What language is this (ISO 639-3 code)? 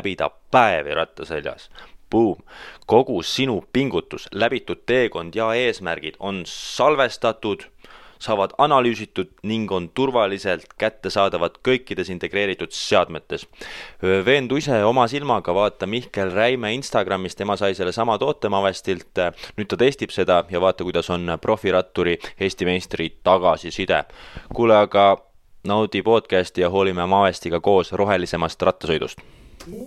est